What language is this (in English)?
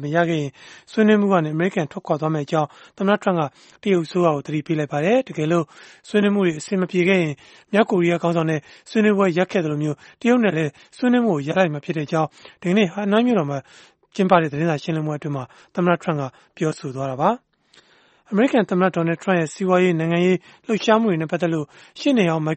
Burmese